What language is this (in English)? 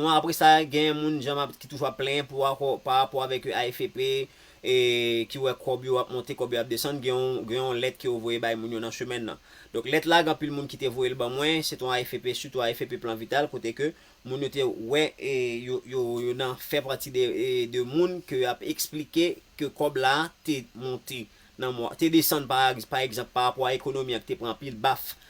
Haitian Creole